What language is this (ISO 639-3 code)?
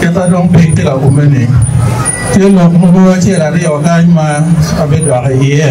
ach